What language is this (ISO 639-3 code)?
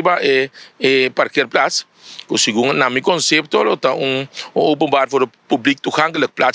pap